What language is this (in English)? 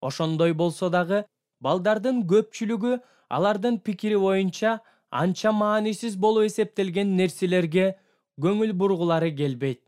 Kyrgyz